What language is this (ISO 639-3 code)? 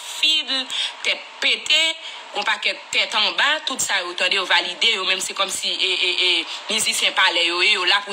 hat